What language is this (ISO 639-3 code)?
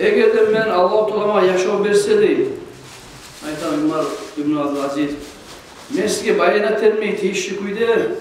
kum